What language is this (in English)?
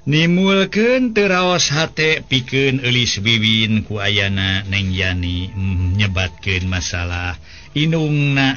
Sundanese